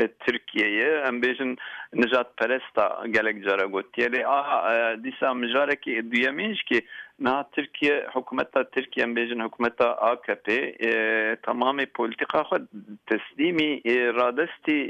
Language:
Kurdish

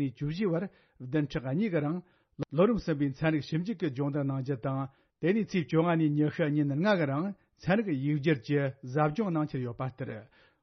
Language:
Tibetan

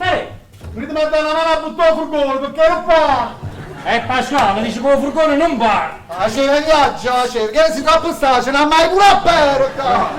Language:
Neapolitan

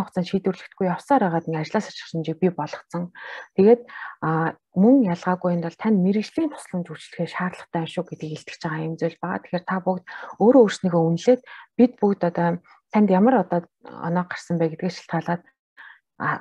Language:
Mongolian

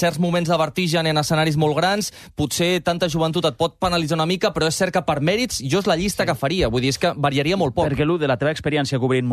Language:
Catalan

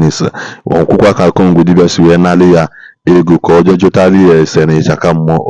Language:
Igbo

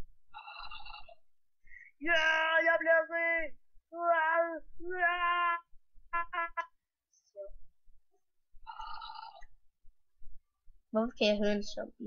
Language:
Danish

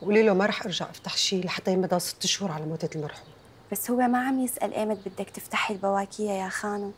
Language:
North Levantine Arabic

